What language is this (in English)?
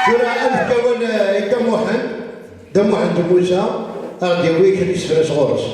Kabyle